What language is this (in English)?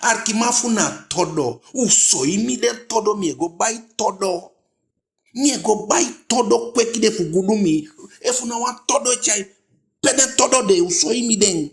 Eastern Maroon Creole